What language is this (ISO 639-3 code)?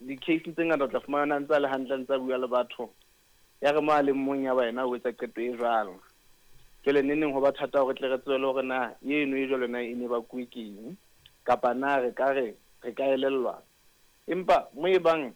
sot